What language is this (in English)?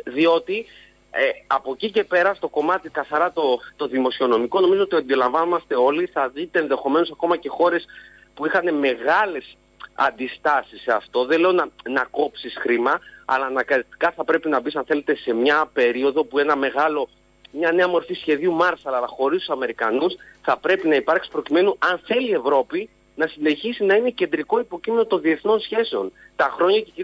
Greek